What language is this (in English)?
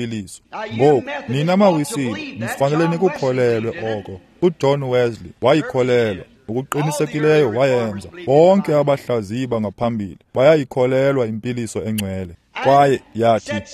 Xhosa